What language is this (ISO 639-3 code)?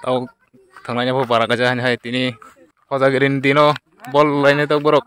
trp